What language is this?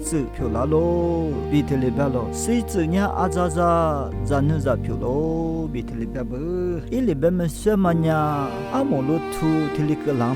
Lisu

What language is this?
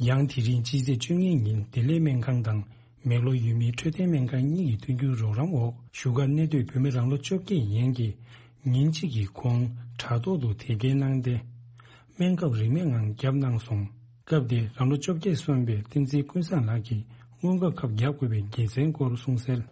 Tibetan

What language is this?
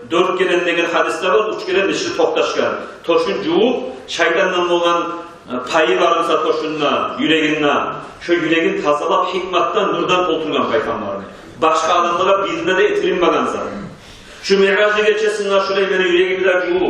Kumyk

